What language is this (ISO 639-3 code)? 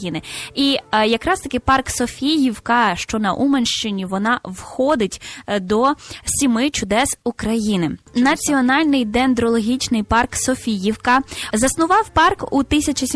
ukr